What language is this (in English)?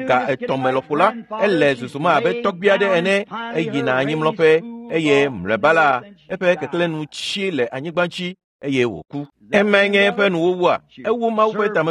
Ewe